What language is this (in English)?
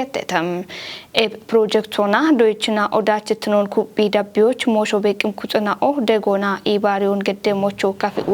Kafa